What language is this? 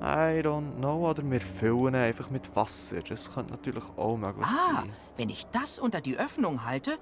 Swiss German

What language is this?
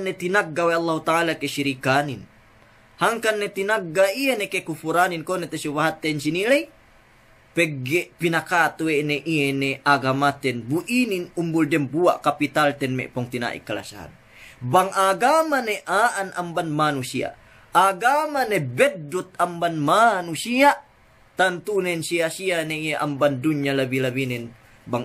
Yakan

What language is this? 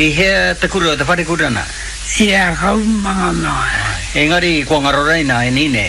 Māori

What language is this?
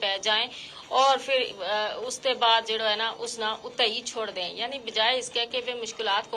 Gujari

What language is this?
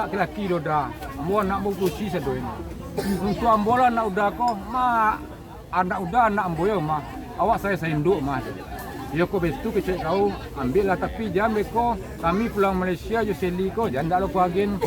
Minangkabau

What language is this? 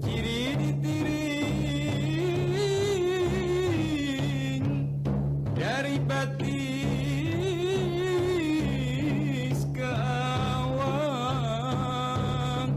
Banjar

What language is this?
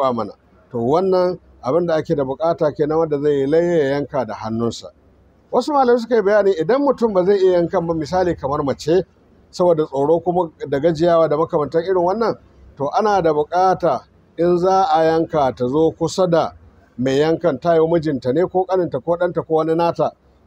Hausa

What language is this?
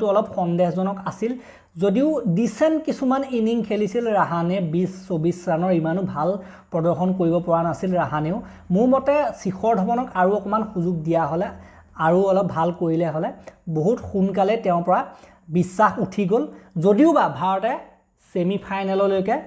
Assamese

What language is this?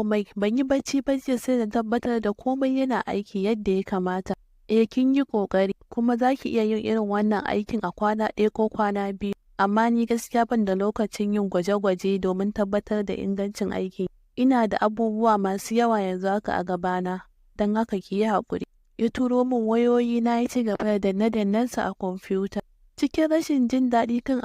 Hausa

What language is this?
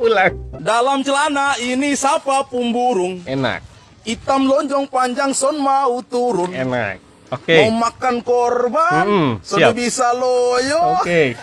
Ambonese Malay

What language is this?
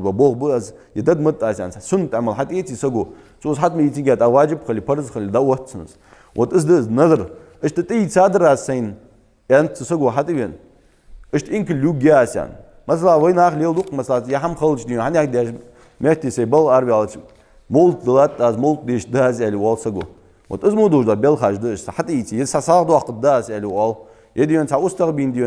Ingush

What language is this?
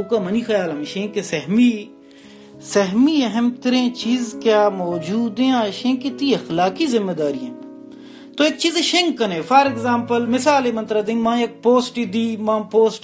Baluchi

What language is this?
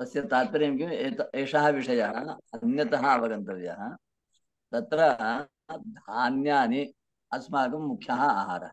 Sanskrit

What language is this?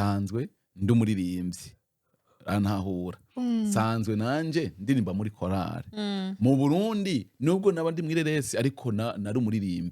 Rundi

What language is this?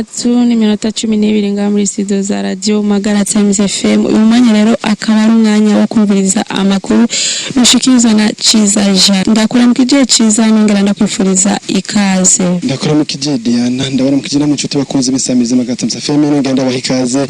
Rundi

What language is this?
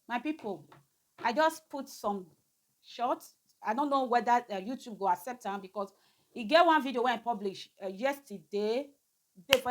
Nigerian Pidgin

